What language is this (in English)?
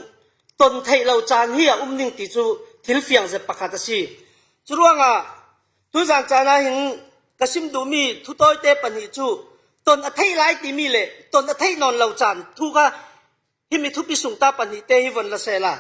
Falam Chin